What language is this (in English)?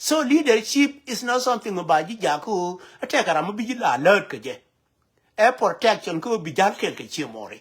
Nuer